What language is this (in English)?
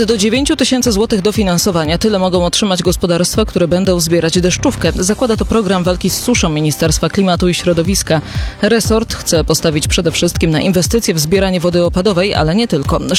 Polish